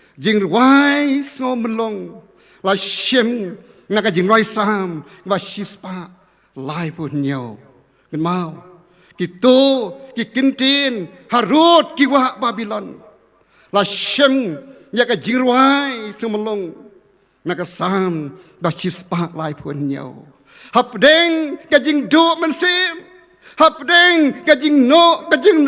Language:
Khasi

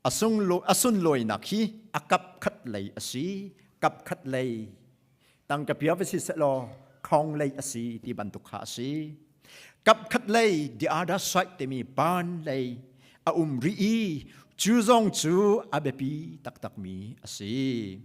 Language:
Hakha Chin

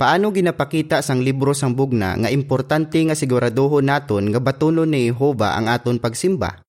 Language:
Hiligaynon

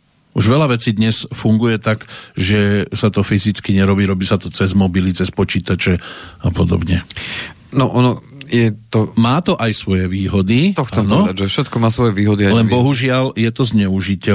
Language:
Slovak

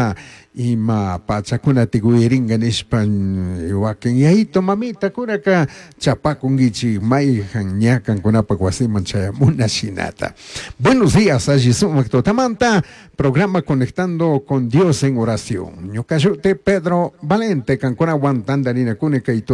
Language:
Chimborazo Highland Quichua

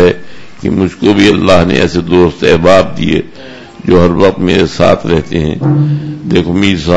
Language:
Urdu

